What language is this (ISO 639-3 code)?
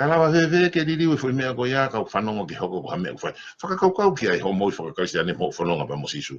ton